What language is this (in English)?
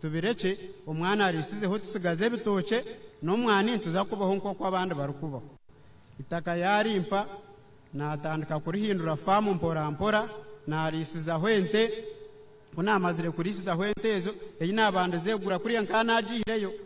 Nyankole